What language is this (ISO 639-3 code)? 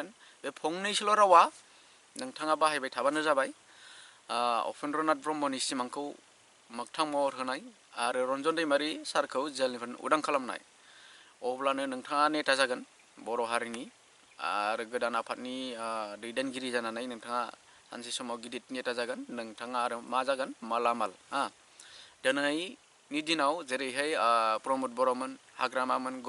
brx